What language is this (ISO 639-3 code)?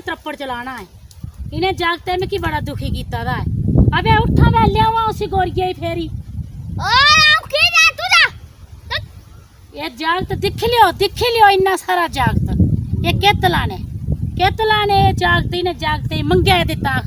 doi